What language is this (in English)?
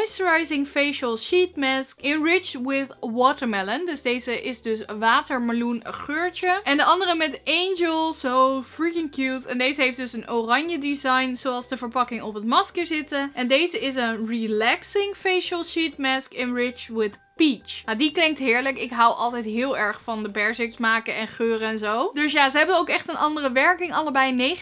Dutch